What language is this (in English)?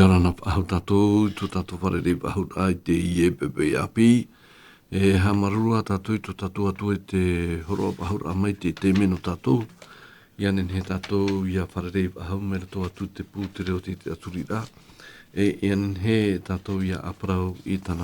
Tahitian